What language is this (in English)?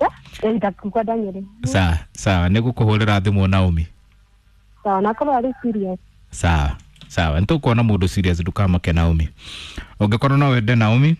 Kikuyu